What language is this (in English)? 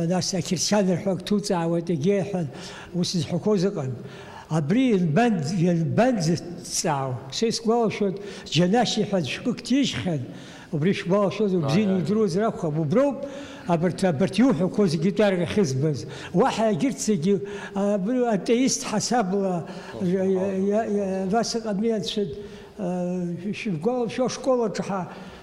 Abkhazian